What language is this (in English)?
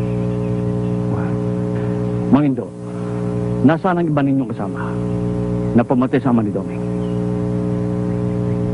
Filipino